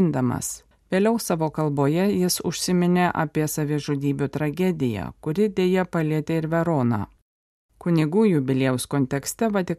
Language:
Lithuanian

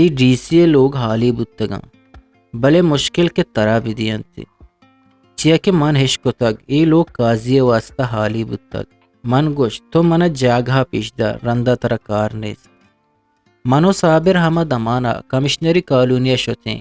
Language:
Eastern Balochi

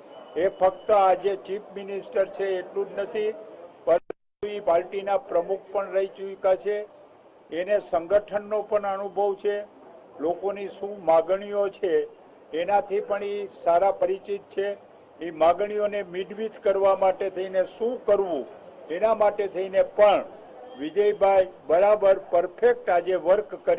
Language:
Gujarati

